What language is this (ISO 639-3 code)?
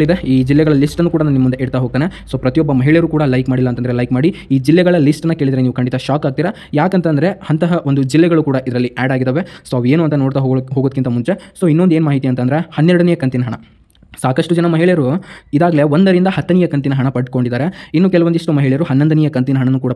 kan